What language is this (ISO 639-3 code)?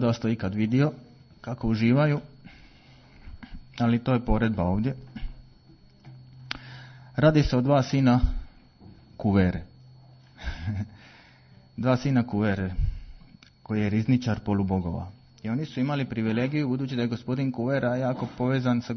hrv